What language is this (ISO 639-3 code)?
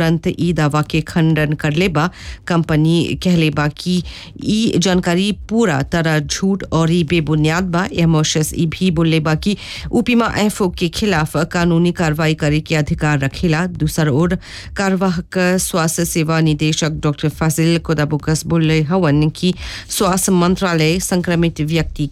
bho